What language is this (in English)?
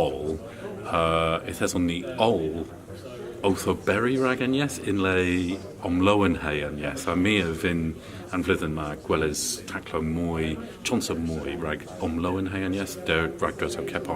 Cornish